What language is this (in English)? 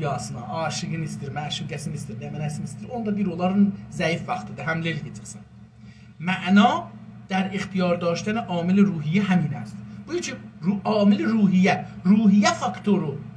South Azerbaijani